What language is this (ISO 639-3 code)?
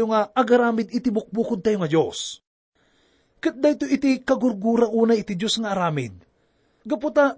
ilo